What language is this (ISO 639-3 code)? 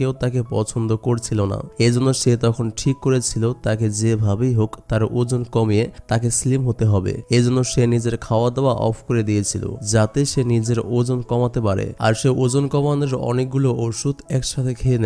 ben